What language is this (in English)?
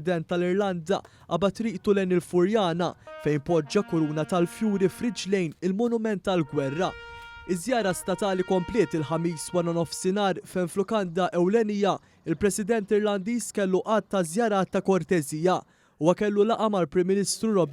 Maltese